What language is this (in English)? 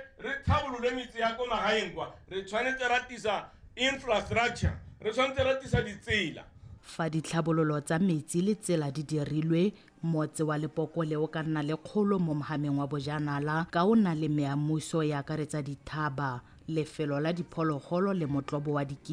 Tswana